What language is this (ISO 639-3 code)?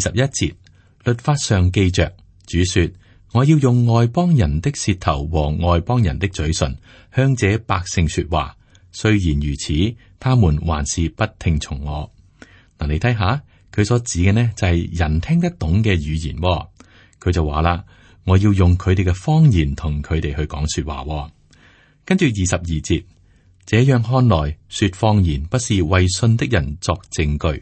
yue